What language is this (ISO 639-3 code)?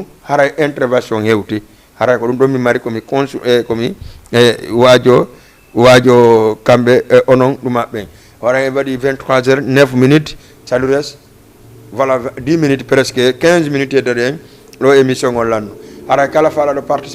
ful